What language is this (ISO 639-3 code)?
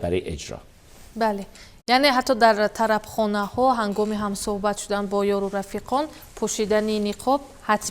fas